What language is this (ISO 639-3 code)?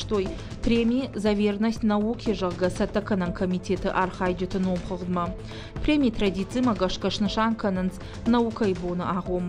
oss